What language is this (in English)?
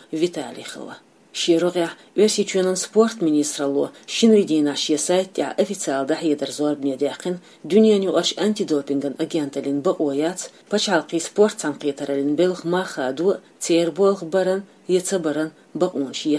Chechen